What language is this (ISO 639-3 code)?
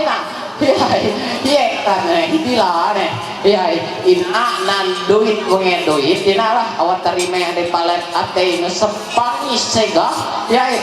mhy